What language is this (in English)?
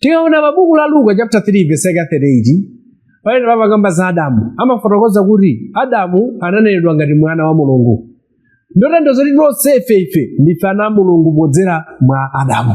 Nyanja